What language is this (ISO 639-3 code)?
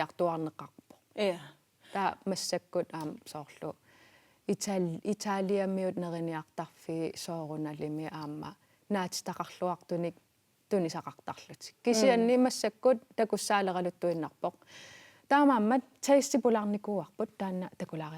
kal